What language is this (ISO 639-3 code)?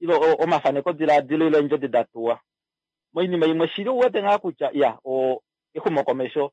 kua